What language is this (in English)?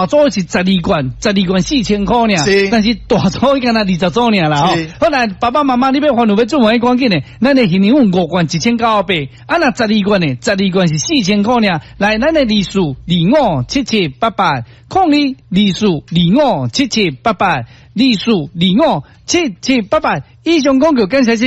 Min Nan Chinese